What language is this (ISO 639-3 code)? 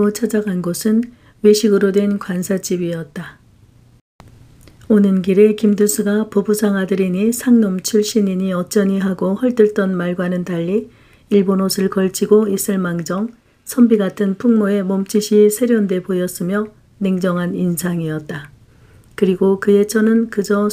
kor